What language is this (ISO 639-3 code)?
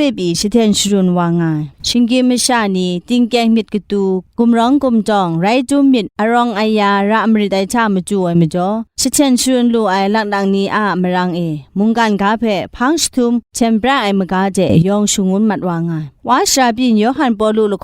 kac